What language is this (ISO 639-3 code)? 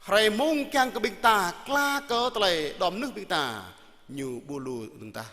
jra